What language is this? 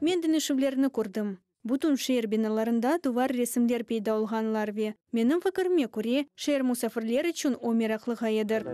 Crimean Tatar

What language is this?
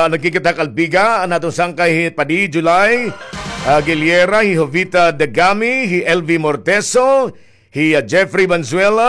Waray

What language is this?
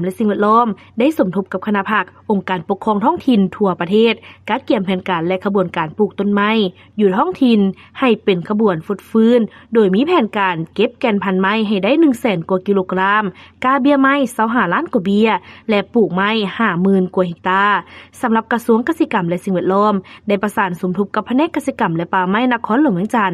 Lao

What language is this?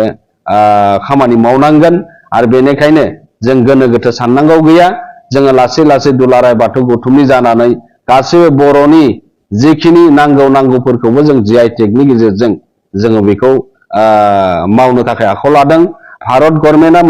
Bodo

